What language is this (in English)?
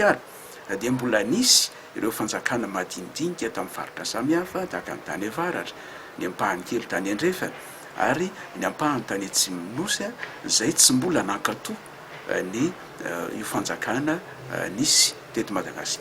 Malagasy